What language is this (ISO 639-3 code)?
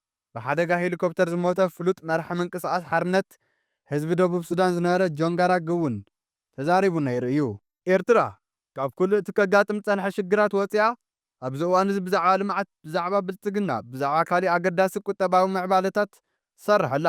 tir